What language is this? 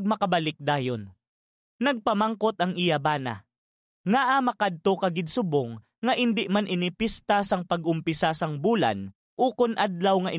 Hiligaynon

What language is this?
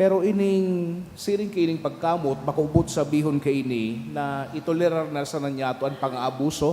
Bikol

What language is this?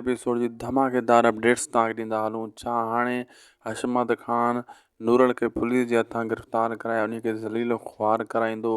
Sindhi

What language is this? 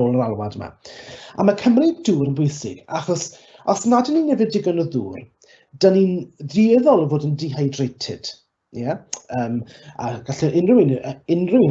Welsh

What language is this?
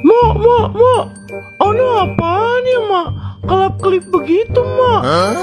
Betawi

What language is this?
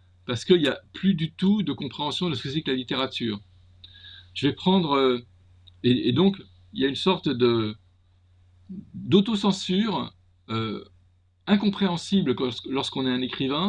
French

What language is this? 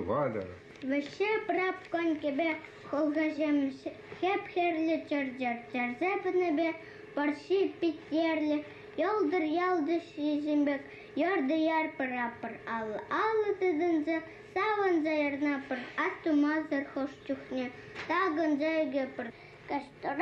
Chuvash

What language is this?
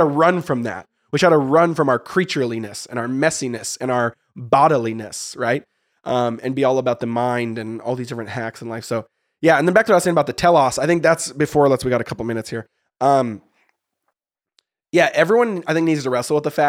English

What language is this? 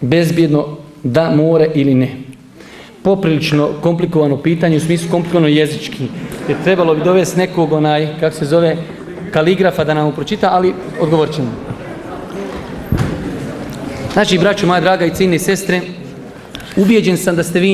Bosnian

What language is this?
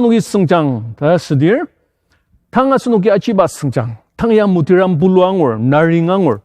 Ao Naga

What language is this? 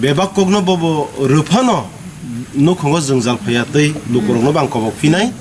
Kok Borok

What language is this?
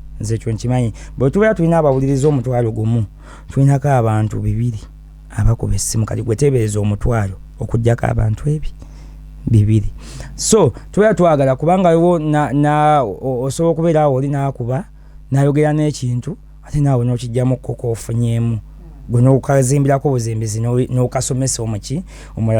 Ganda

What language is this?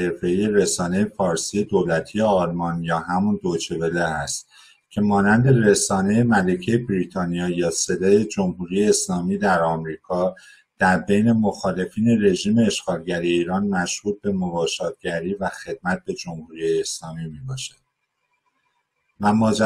Persian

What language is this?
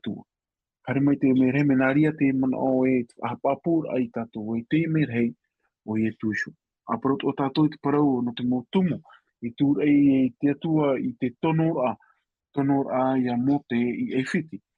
Tahitian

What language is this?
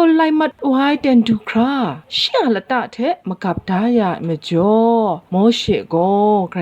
Kachin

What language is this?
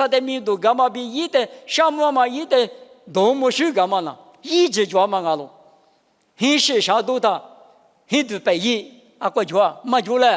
Lisu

